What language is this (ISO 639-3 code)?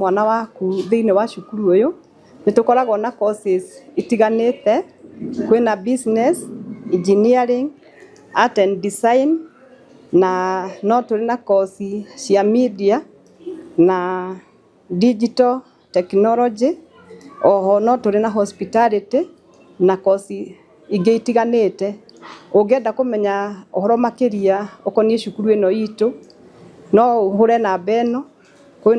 kik